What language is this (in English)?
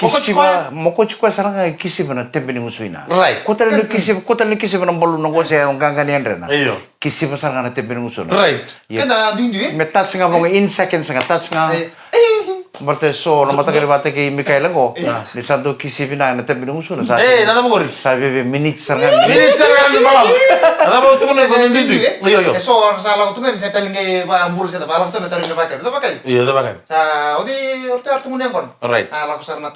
Fijian